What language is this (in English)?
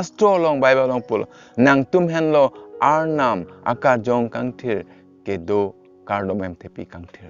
Karbi